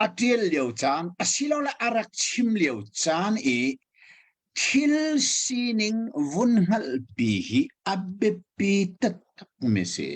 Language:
Hakha Chin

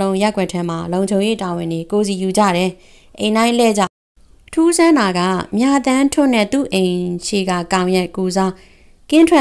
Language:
Burmese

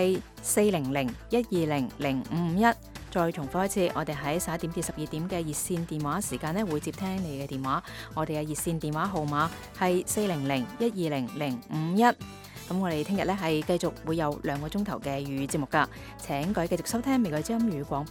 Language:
Cantonese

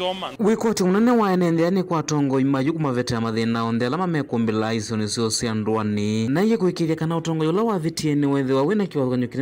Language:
Kamba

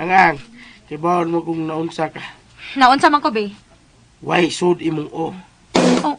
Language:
Cebuano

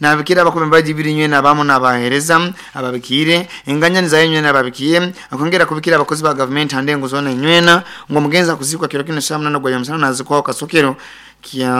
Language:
Nyoro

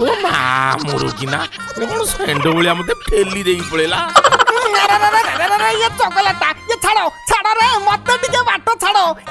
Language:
Odia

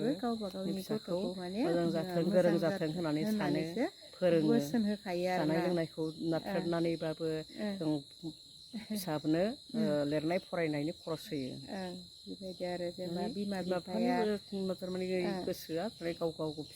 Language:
Bodo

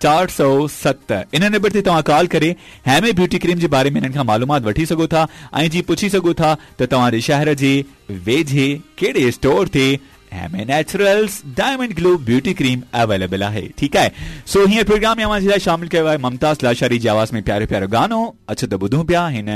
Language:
Sindhi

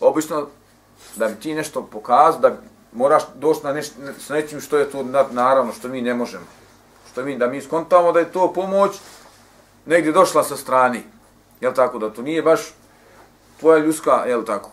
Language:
Bosnian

